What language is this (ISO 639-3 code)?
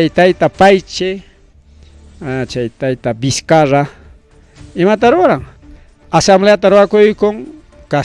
quy